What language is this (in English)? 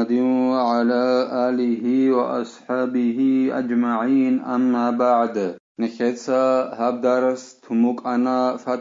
Avaric